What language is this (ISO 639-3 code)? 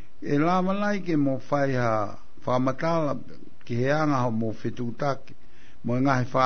ton